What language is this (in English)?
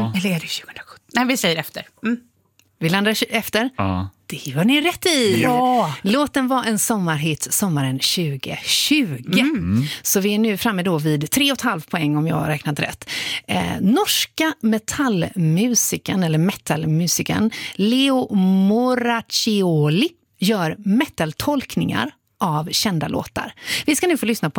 Swedish